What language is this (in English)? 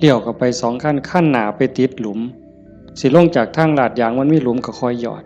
Northeastern Thai